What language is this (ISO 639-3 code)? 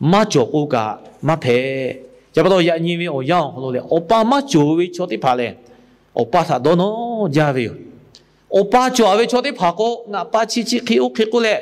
lhu